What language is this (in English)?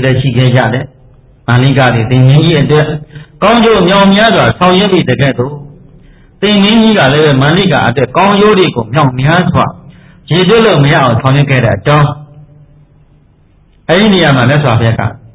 Burmese